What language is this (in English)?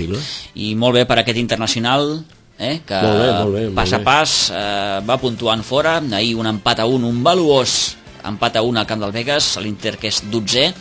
Catalan